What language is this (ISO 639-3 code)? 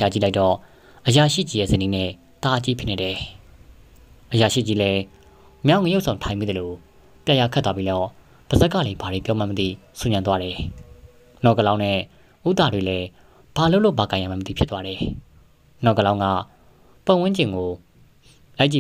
mya